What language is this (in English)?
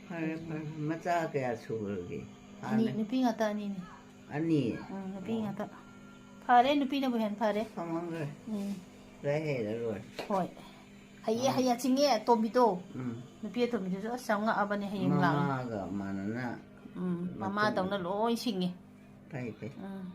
Manipuri